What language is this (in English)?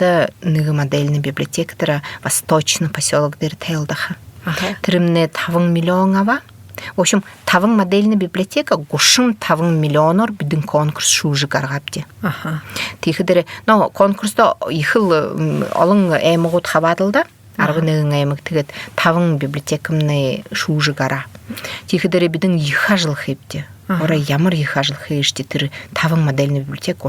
Buriat